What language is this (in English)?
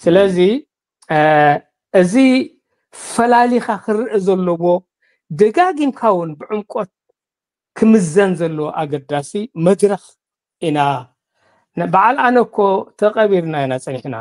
Tigrinya